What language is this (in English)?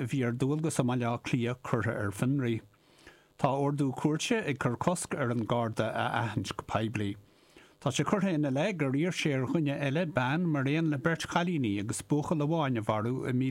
Irish